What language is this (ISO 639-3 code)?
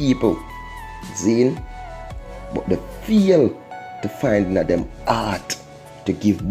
jam